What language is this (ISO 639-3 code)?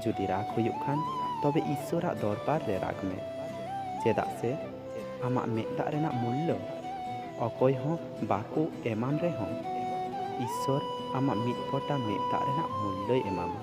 sat